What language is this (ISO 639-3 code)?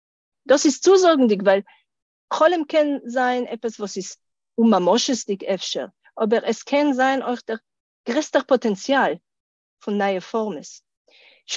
yid